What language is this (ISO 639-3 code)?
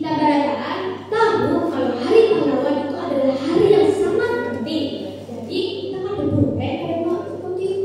bjn